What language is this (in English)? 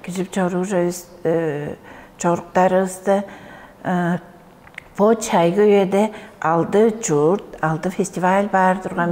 Tuvinian